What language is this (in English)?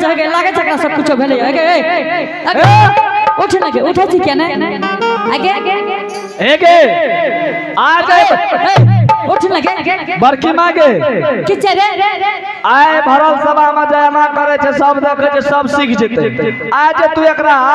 Angika